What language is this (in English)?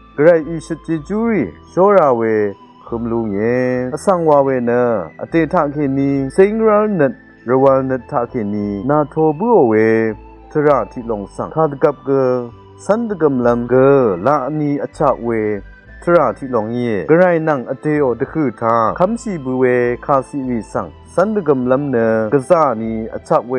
Rawang